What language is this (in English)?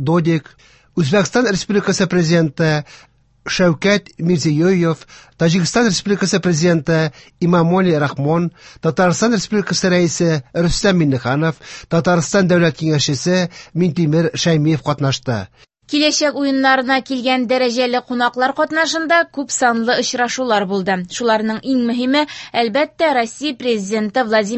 Tatar